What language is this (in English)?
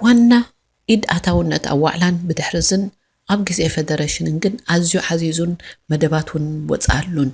Tigrinya